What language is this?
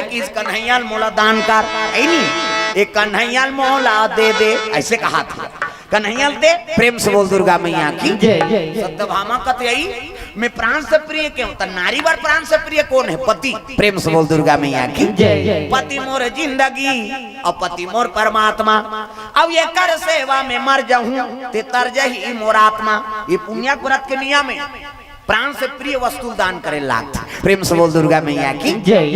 Chhattisgarhi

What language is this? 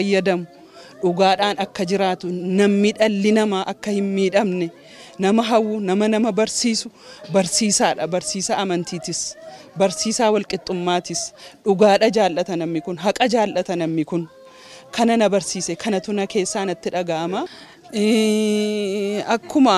Oromo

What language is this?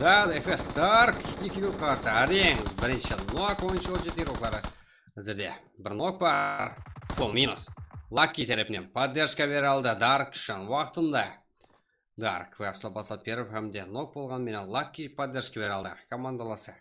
Kara-Kalpak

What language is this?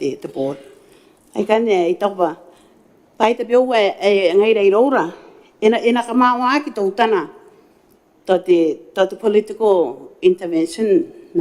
Gilbertese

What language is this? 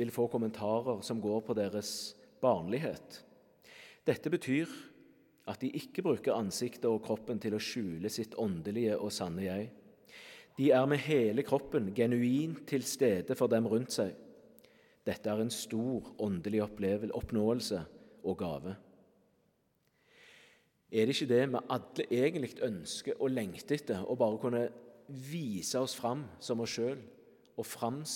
Norwegian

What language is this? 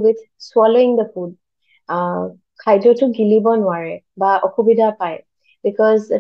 Assamese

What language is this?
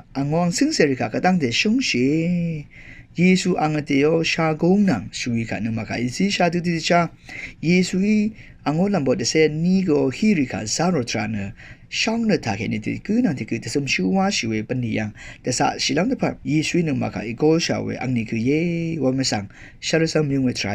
Rawang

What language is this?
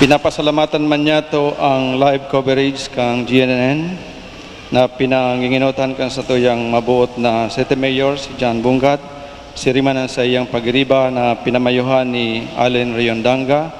Bikol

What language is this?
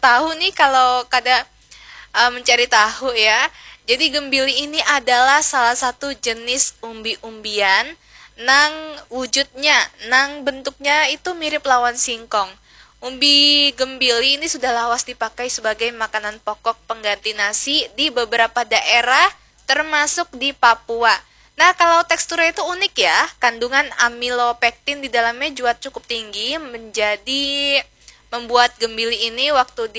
Banjar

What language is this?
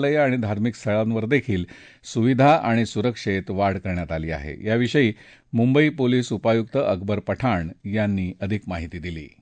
Marathi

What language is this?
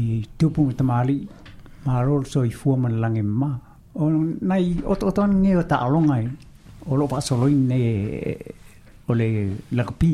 Samoan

